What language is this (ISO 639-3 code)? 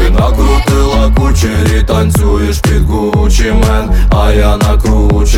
ukr